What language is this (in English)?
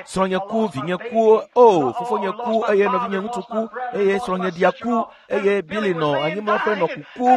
Ewe